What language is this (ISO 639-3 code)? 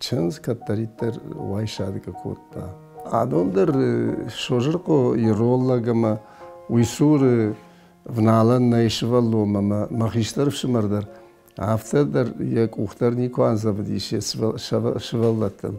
oss